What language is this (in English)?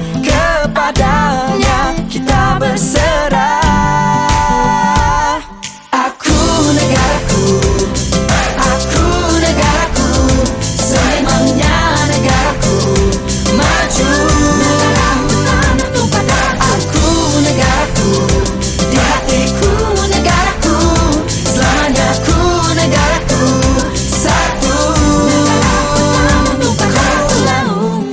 Malay